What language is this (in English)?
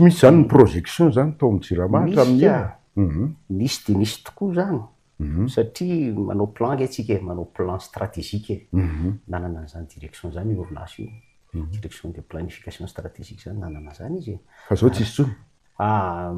Malagasy